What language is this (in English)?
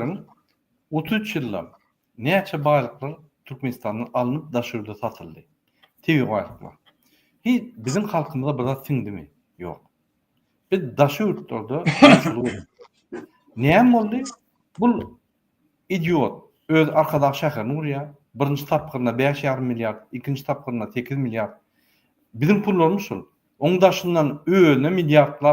Turkmen